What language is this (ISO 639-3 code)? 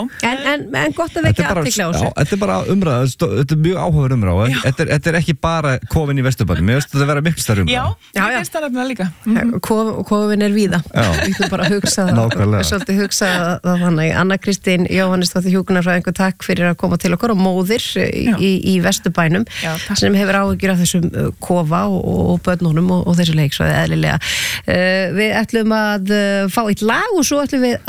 isl